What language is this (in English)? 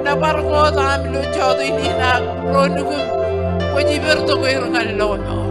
Marshallese